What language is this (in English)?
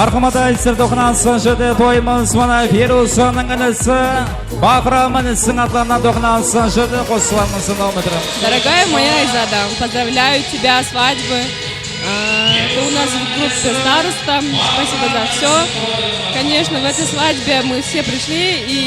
Kara-Kalpak